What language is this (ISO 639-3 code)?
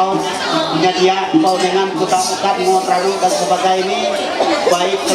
mhy